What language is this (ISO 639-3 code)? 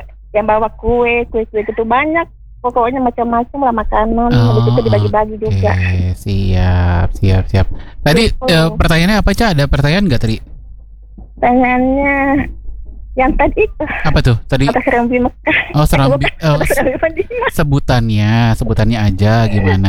ind